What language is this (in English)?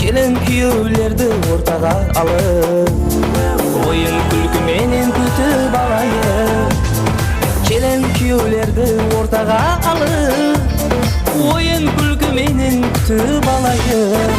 Kara-Kalpak